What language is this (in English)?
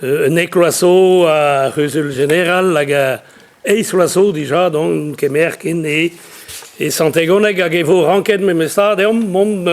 Breton